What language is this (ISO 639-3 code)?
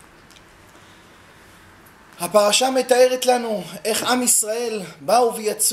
heb